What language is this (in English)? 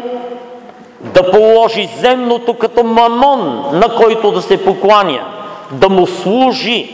Bulgarian